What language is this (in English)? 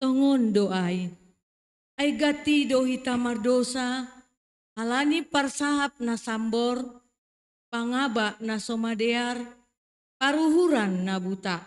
Batak Simalungun